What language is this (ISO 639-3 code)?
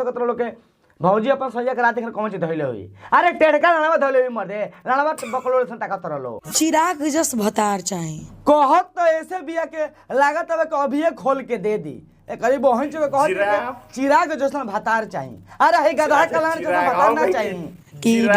bho